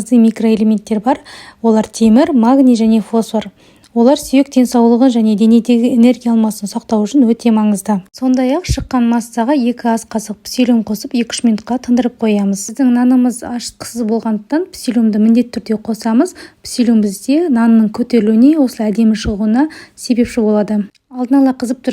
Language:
Kazakh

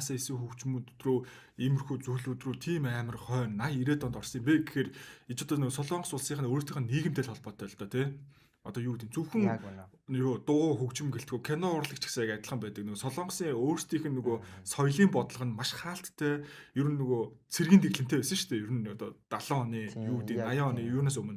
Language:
Mongolian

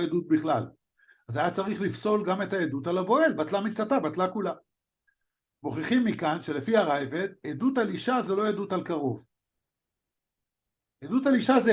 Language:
Hebrew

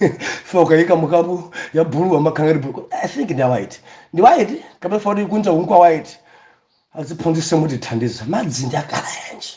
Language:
Nyanja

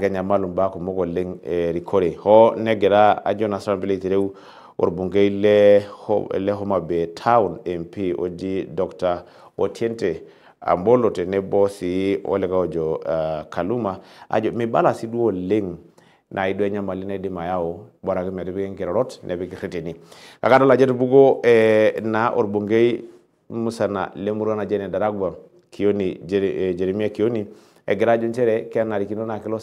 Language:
Masai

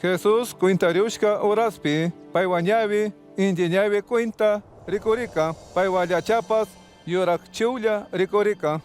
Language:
Chimborazo Highland Quichua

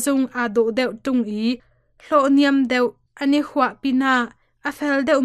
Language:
Hakha Chin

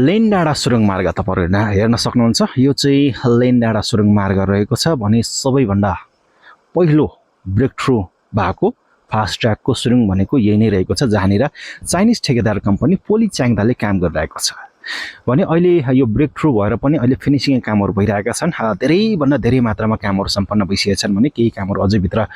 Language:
Nepali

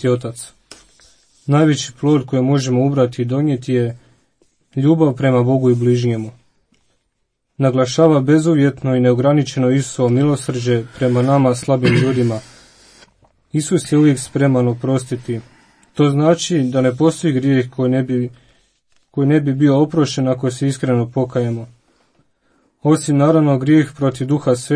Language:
Croatian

